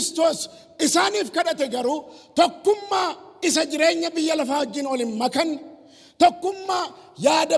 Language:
Oromo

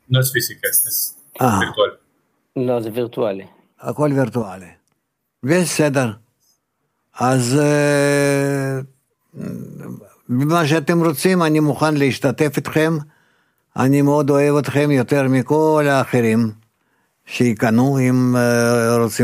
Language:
Hebrew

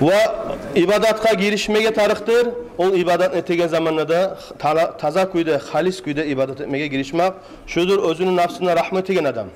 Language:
Kumyk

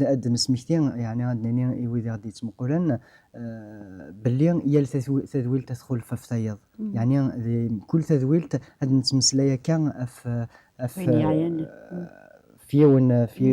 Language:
Kabyle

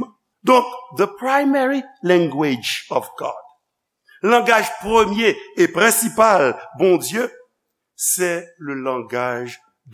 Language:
Haitian Creole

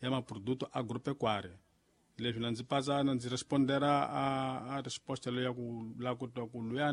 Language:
Tsonga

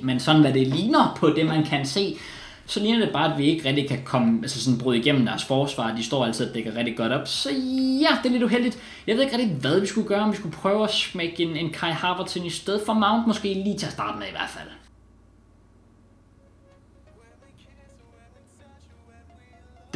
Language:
Danish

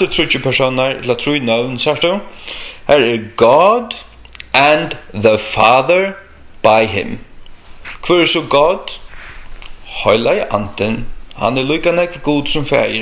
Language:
Faroese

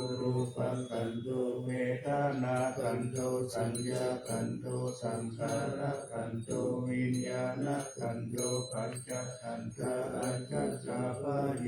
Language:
Pali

